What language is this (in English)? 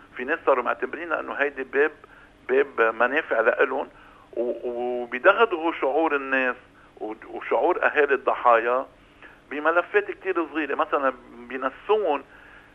North Levantine Arabic